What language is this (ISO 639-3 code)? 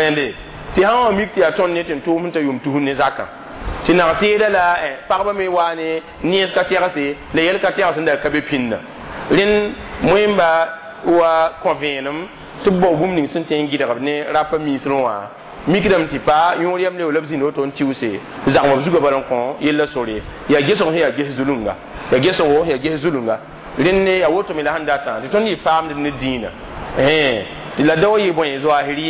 mos